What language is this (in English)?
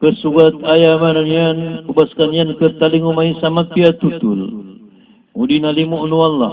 Maranao